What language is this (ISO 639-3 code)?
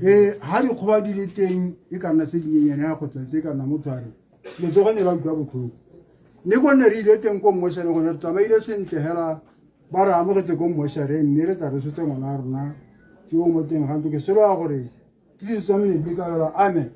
tsn